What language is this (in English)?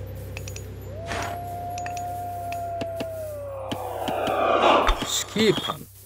Icelandic